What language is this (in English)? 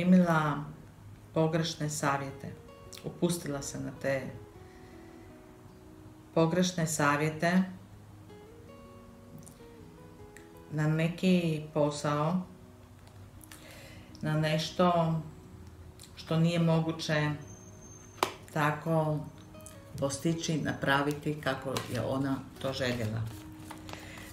Croatian